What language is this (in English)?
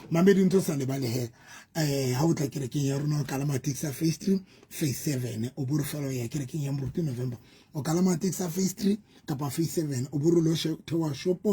Southern Sotho